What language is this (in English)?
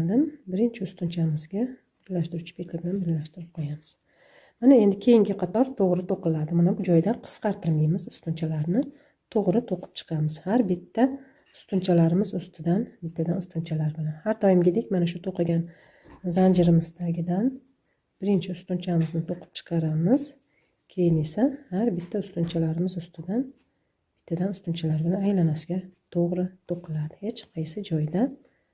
Uzbek